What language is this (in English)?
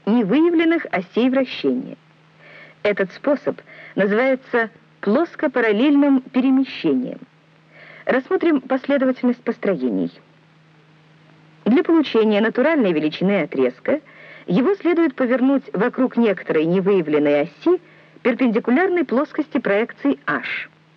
Russian